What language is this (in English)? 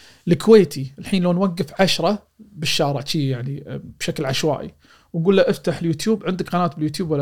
Gulf Arabic